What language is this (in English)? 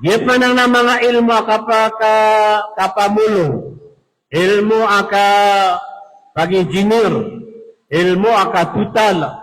Maranao